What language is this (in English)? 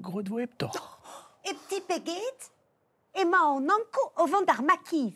Breton